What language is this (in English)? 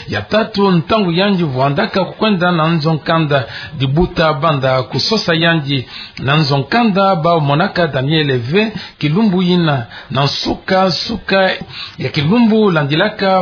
Kituba (Democratic Republic of Congo)